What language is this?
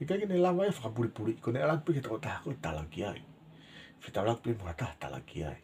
Tongan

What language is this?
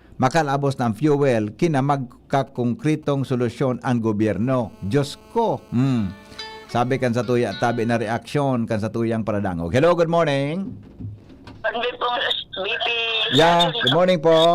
Bikol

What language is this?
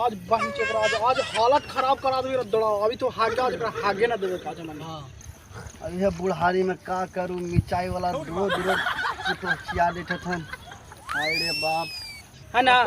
Magahi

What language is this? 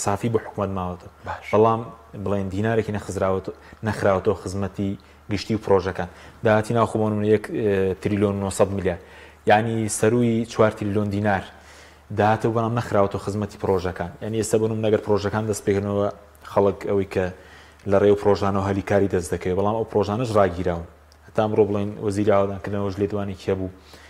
Central Kurdish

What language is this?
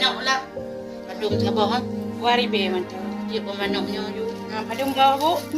Achinese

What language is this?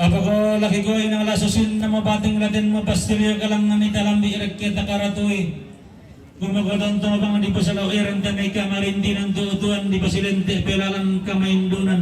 Toraja-Sa'dan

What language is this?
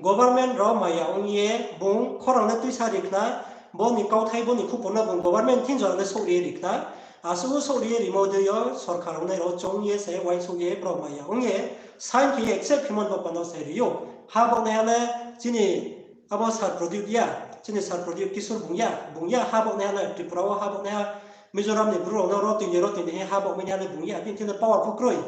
Riang (India)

